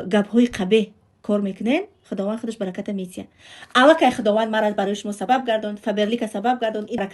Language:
Tajik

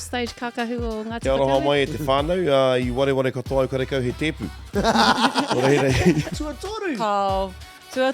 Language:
Māori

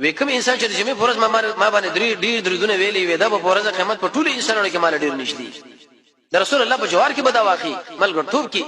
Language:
Pashto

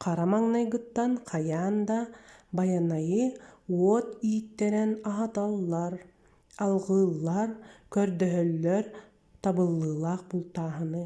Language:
Yakut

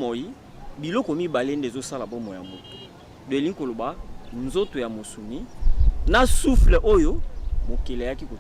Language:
Lingala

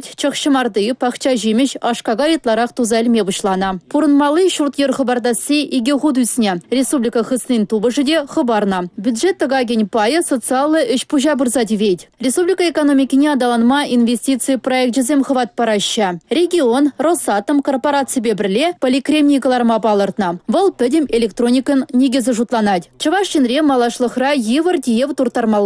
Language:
Chuvash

